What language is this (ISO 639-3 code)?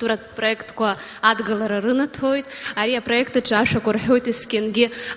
abk